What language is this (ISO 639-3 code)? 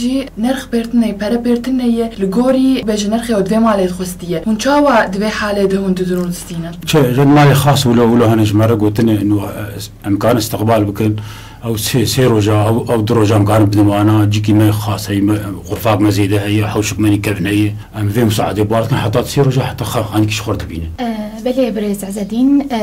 kur